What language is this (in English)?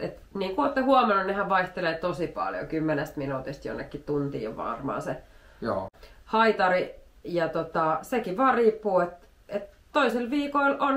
Finnish